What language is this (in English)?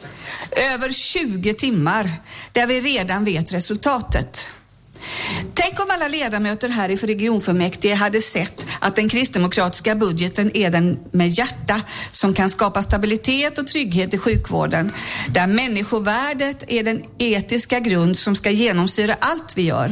Swedish